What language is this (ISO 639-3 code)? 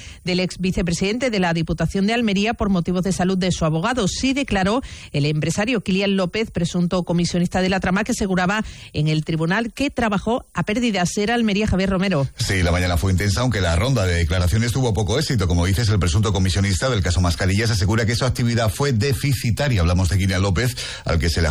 spa